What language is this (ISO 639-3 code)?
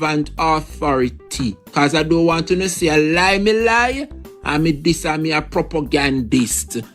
jam